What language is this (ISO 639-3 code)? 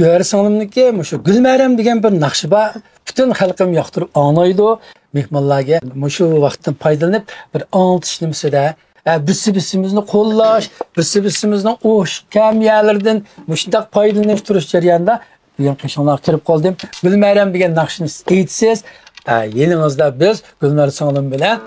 uig